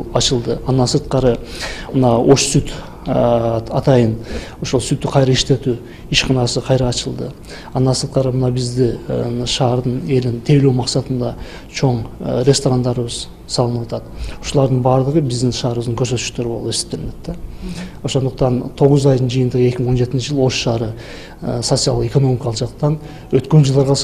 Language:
Kyrgyz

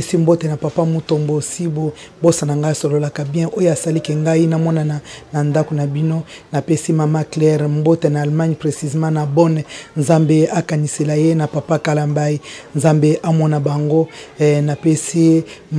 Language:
Lingala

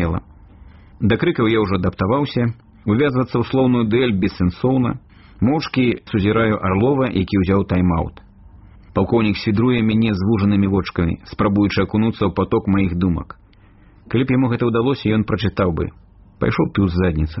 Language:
Belarusian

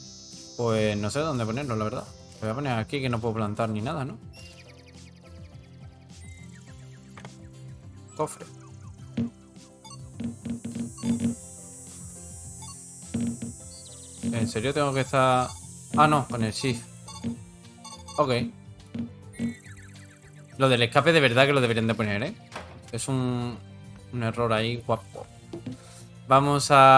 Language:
Spanish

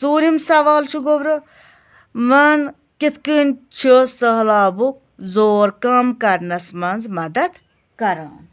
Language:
Kashmiri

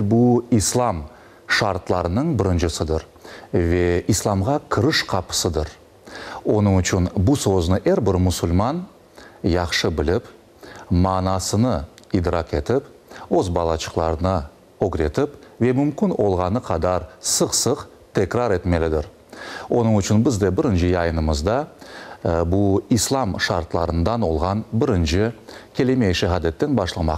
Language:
Crimean Tatar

